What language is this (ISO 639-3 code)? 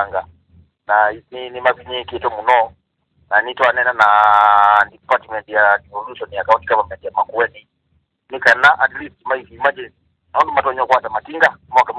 kam